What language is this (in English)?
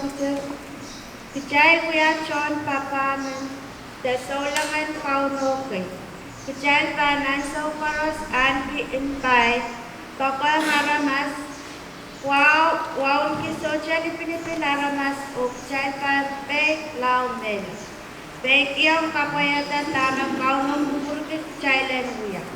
Pohnpeian